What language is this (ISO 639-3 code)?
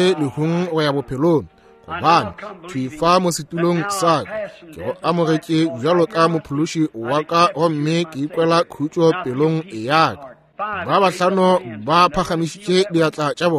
nso